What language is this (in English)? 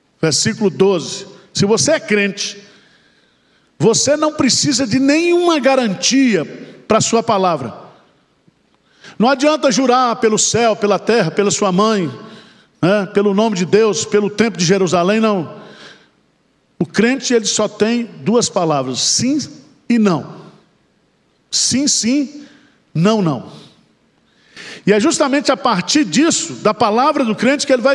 Portuguese